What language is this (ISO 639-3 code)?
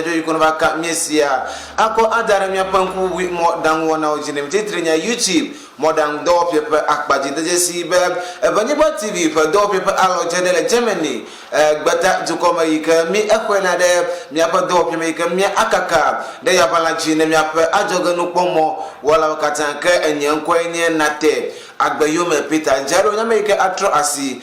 ewe